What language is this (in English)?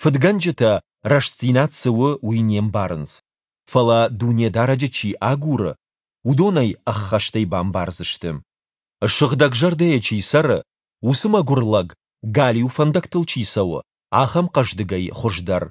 Ossetic